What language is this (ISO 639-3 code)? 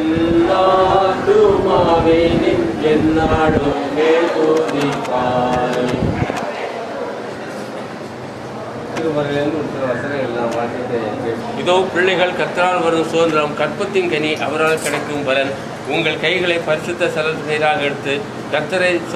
tam